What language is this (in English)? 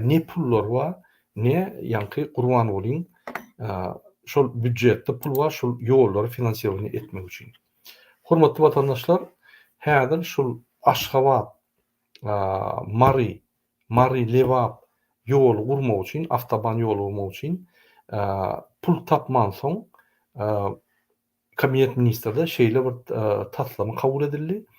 Turkmen